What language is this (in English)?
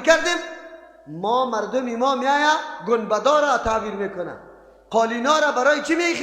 Persian